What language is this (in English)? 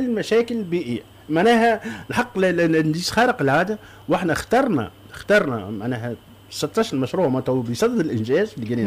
Tunisian Arabic